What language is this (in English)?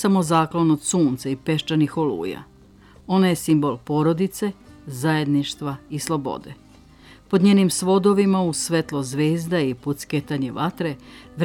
Serbian